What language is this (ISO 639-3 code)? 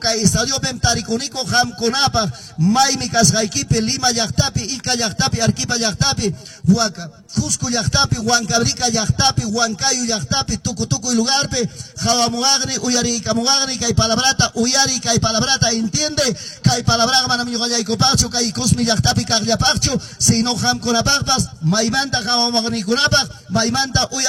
quy